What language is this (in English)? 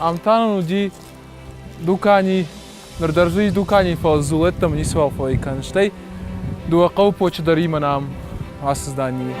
Ossetic